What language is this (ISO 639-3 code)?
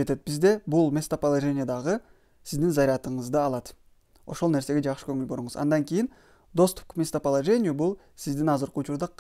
kir